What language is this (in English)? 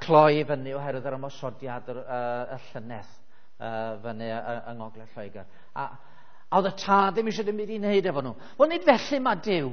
Welsh